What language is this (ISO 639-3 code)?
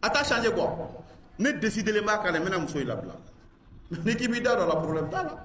man